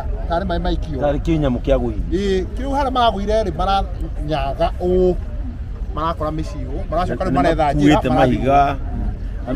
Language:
Kikuyu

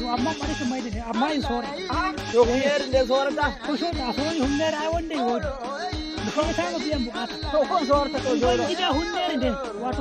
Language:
Nigerian Fulfulde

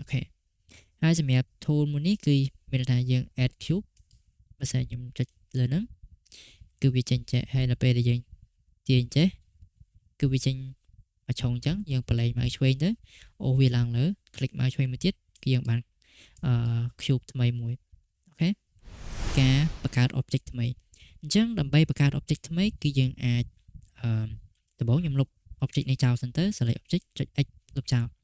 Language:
Khmer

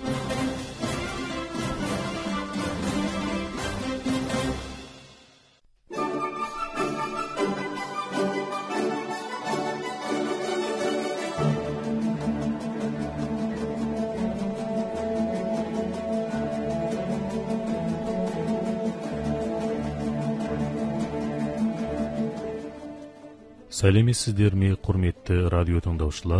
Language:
Kazakh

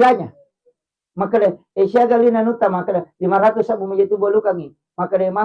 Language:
Buginese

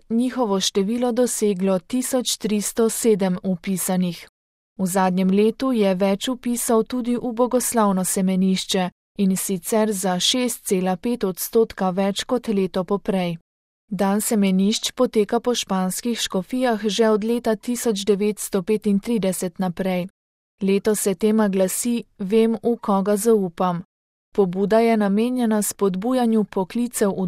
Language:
Slovenian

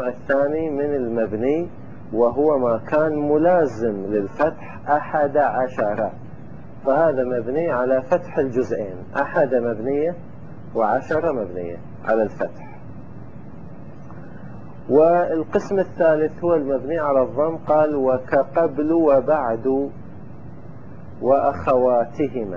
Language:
Arabic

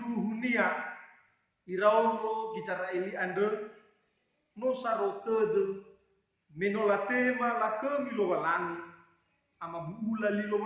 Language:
Nias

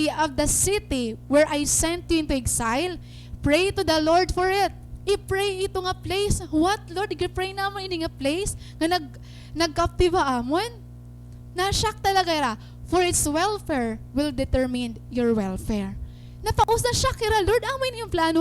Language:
Waray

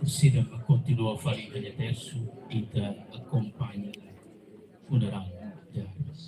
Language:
Tetum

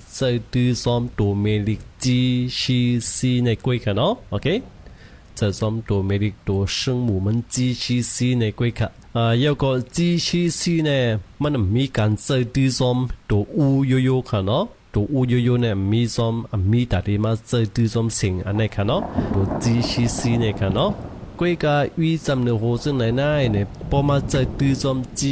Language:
Shan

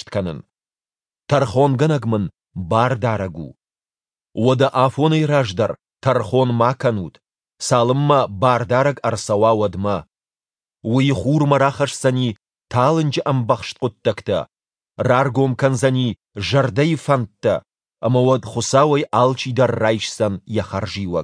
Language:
Ossetic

